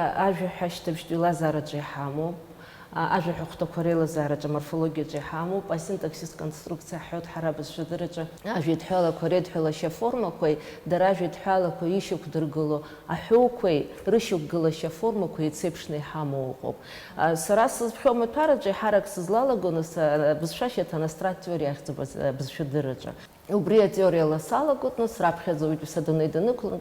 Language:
Abkhazian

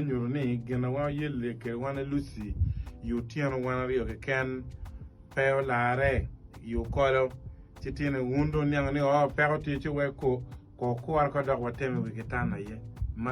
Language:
Acoli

